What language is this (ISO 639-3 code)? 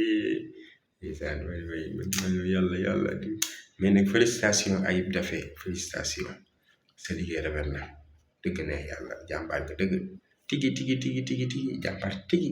wol